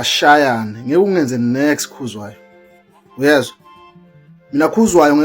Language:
Zulu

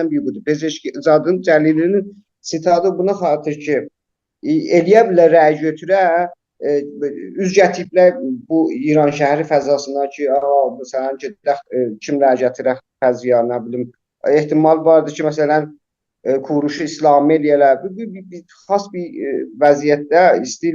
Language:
South Azerbaijani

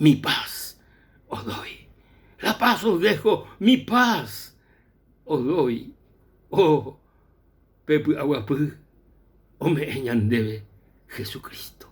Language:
Guarani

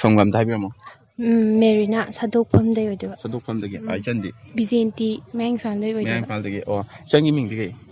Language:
Manipuri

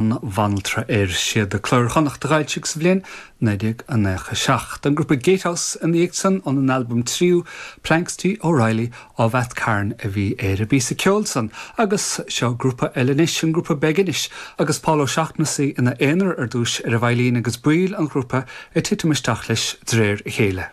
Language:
Irish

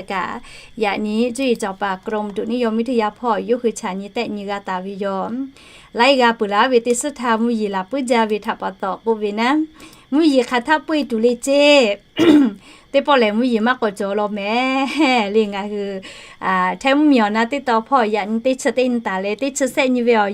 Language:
Lahu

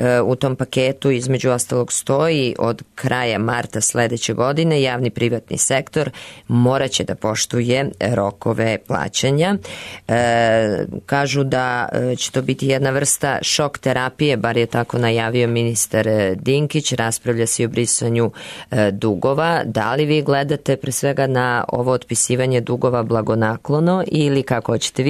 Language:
Serbian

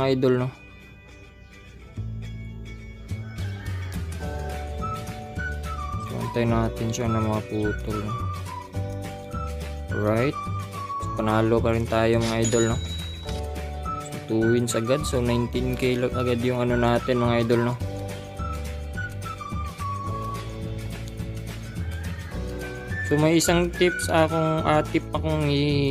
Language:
Filipino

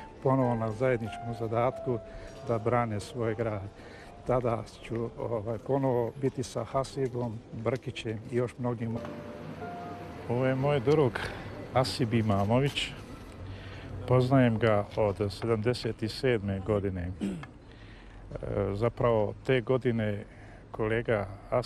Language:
Bosnian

